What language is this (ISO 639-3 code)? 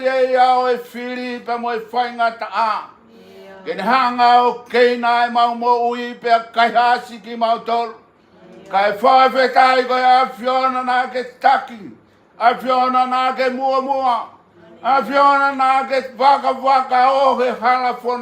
ton